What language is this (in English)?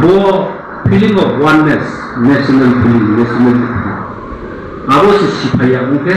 Riang (India)